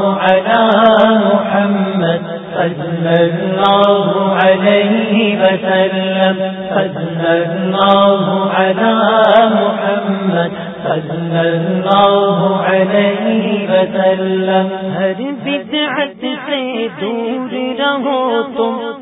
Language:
Urdu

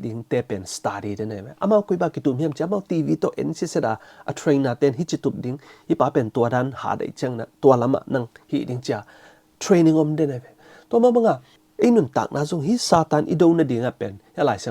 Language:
Tedim Chin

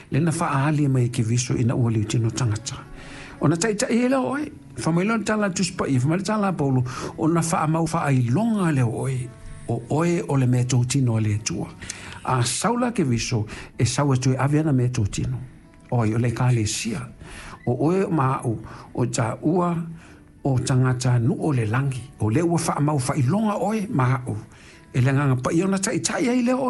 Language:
Samoan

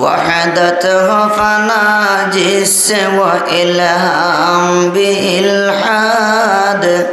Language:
Sylheti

